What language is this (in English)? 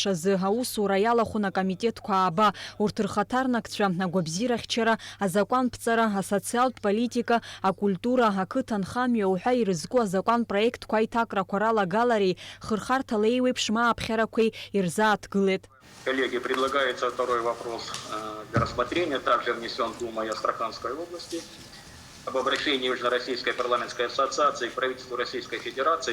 Abkhazian